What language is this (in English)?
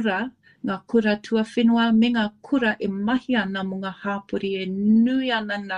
Māori